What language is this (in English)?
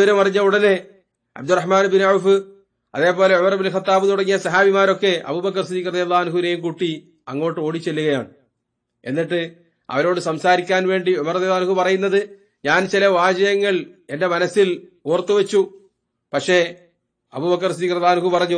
Malayalam